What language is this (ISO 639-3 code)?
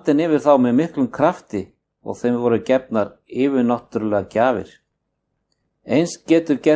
isl